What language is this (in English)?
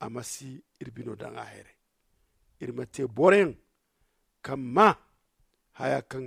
Zarma